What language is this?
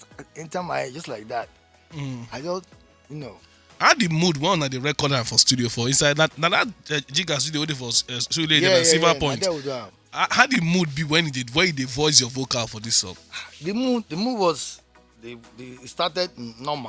Nigerian Pidgin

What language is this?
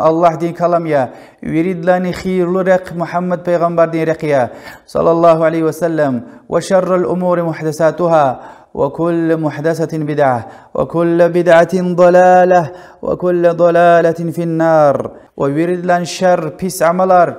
Lezghian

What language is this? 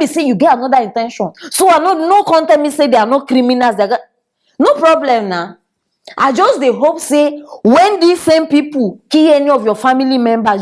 Nigerian Pidgin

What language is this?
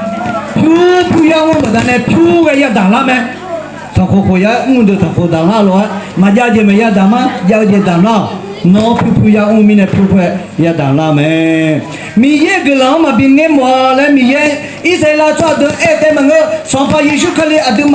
Akha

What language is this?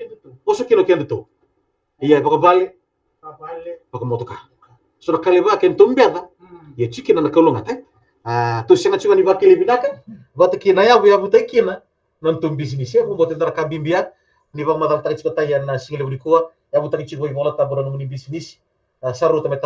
Fijian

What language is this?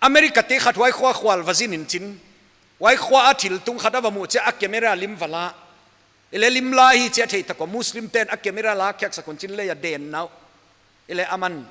Paite Chin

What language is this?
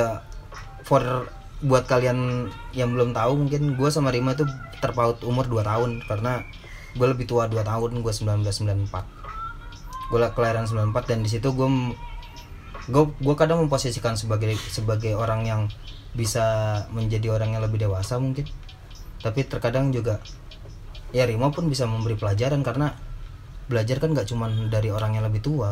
Indonesian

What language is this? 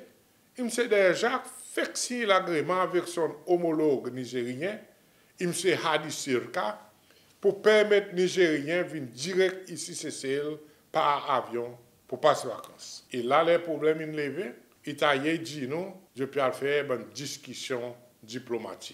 Seselwa Creole French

